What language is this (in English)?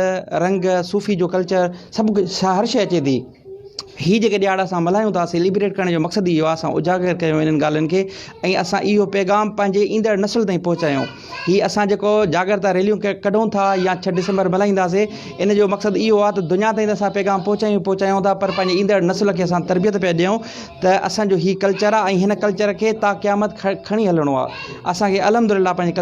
Sindhi